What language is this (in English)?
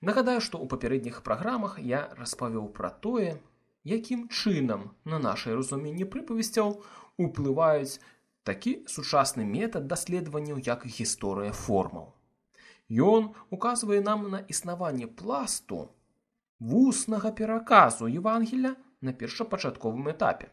Belarusian